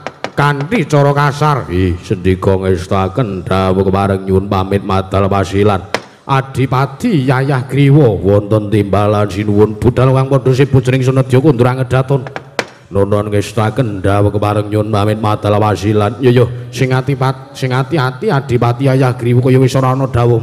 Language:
Javanese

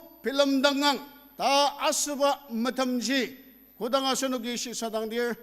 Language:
Ao Naga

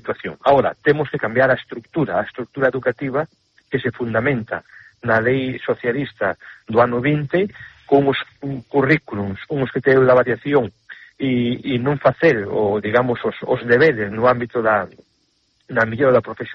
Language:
Galician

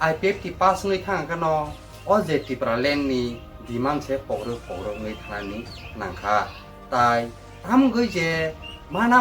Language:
Kok Borok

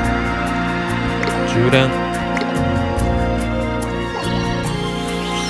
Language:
Japanese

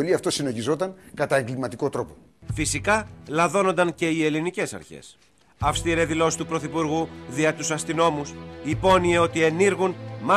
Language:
Greek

